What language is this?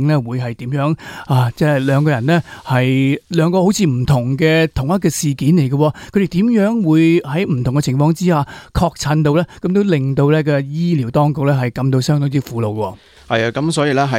Cantonese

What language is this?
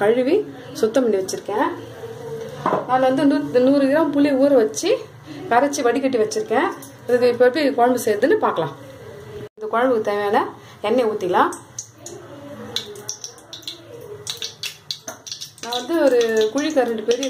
Tamil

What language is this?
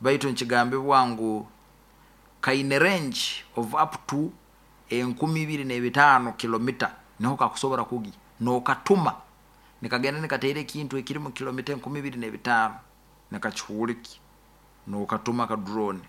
Nyoro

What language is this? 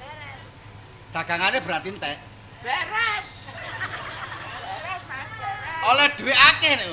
Javanese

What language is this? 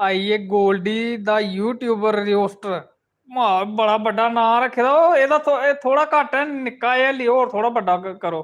Dogri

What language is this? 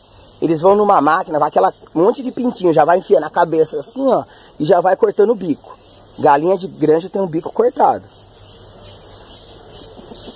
Portuguese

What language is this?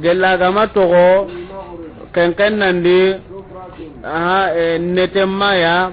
Soninke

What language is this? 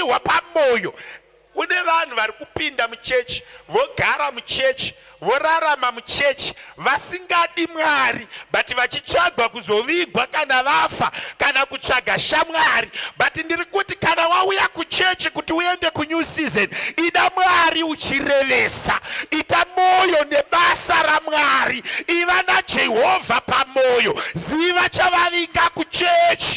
Shona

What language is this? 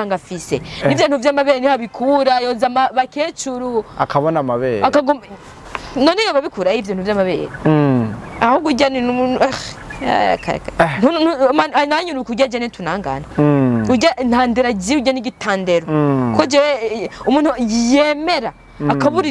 Rundi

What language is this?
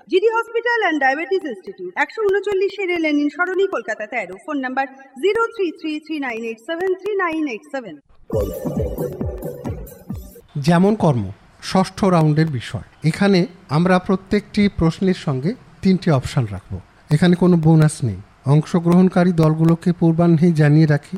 Bangla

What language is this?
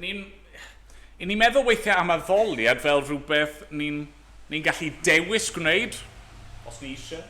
Welsh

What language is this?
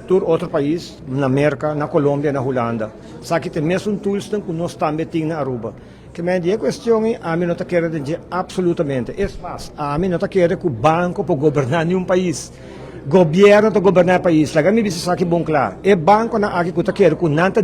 Papiamento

